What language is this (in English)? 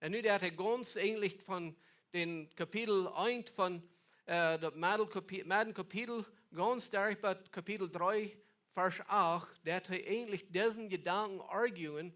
Plautdietsch